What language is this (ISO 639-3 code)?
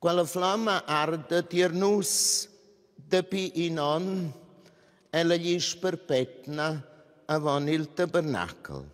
roh